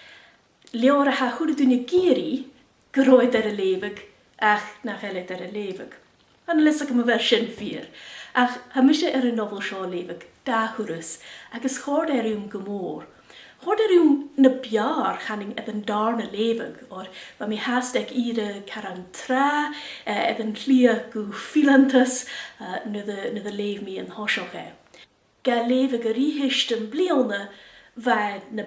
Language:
Scottish Gaelic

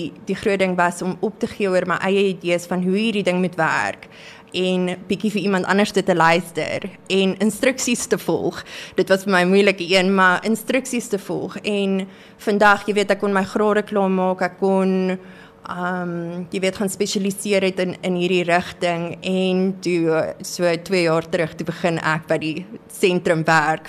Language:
Afrikaans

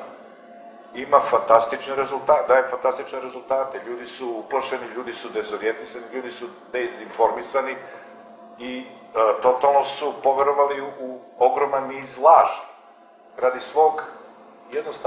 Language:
Serbian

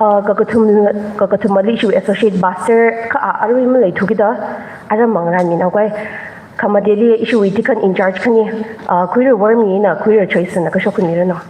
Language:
Tangkhul Naga (India)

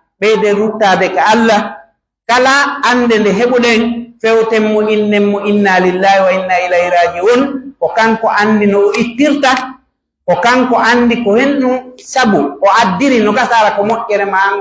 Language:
Pular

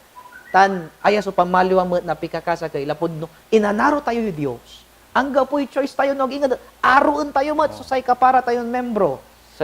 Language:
Pangasinan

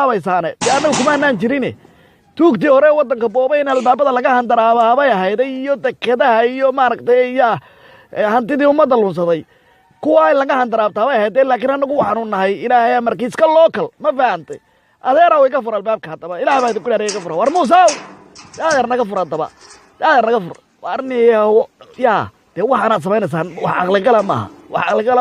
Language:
Somali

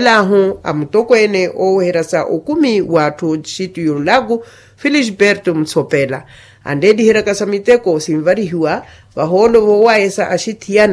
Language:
Makhuwa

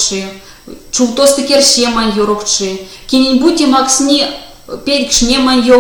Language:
Erzya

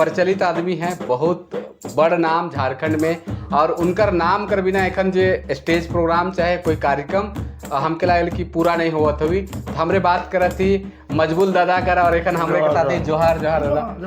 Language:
Sadri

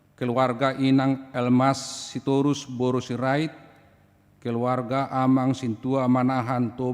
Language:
Batak Toba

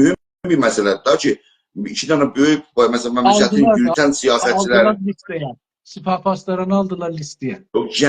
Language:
South Azerbaijani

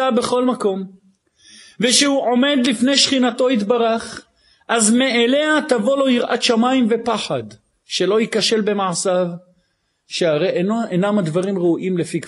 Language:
Hebrew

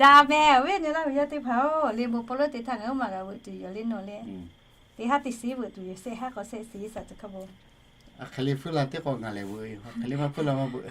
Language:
Lahu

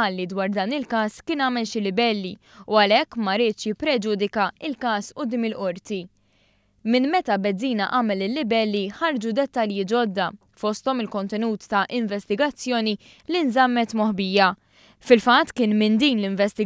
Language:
Maltese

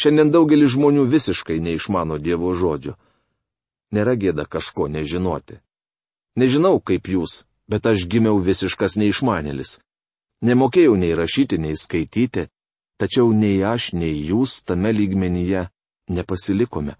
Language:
Lithuanian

